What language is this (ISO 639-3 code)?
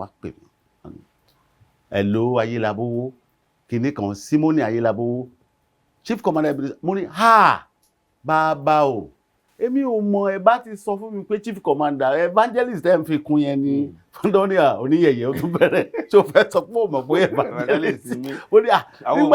yor